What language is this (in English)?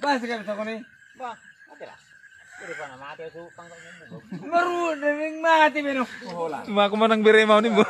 Batak Toba